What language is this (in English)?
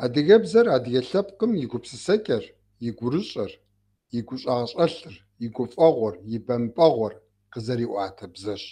Kabardian